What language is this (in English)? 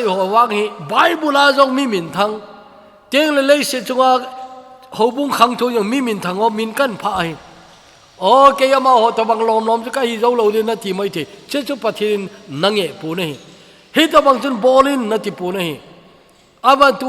Thado Chin